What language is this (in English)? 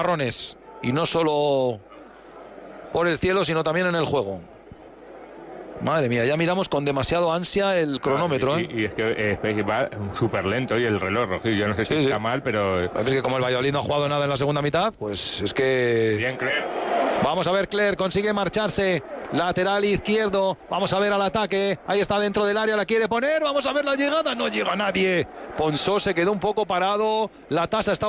Spanish